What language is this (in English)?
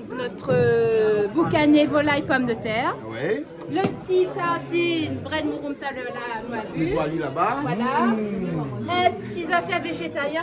Réunion Creole French